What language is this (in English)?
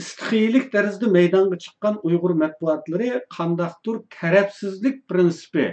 Uyghur